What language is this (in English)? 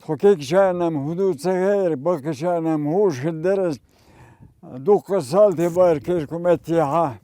Chechen